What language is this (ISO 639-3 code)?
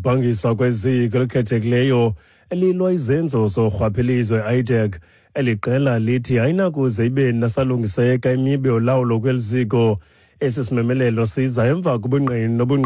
xho